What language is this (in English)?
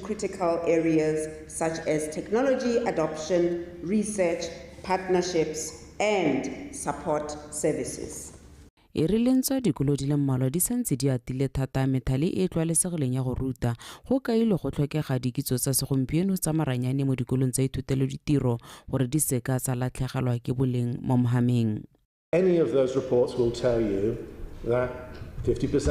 Tswana